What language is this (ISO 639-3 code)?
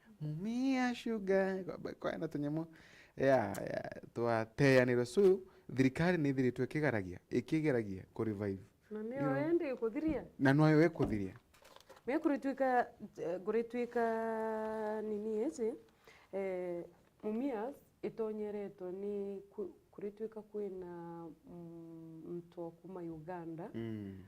mer